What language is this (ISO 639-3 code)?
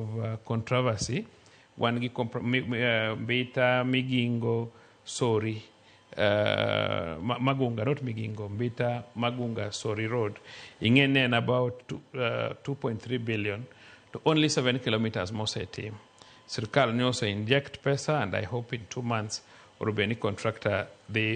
luo